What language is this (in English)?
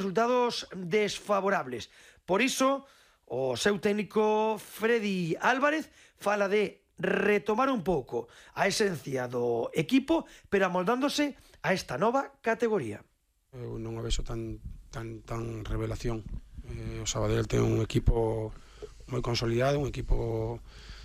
Galician